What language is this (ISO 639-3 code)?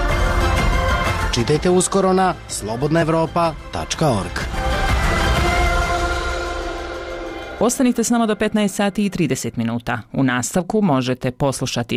bos